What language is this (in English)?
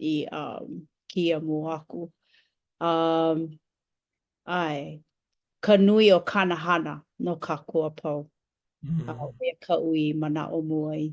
Hawaiian